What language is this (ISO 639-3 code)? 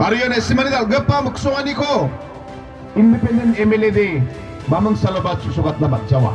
grt